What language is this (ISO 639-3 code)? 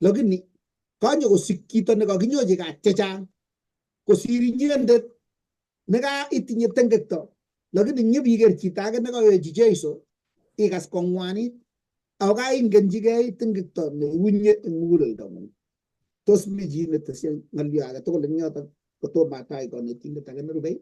kln